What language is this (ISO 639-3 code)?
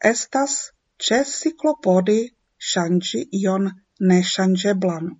epo